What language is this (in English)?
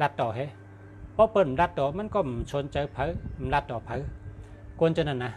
Shan